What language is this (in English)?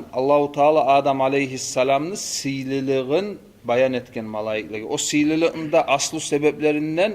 Kumyk